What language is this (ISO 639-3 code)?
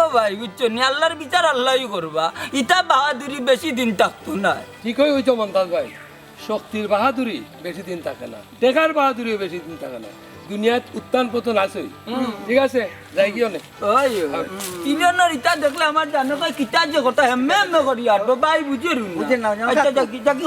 syl